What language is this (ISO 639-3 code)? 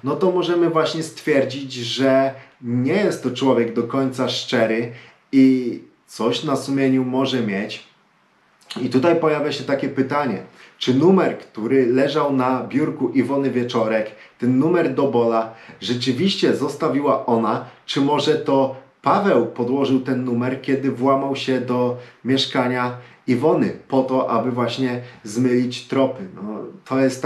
pol